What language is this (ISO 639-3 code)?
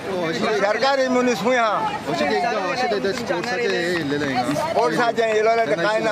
kok